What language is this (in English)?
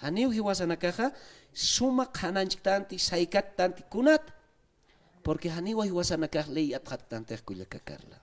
Aymara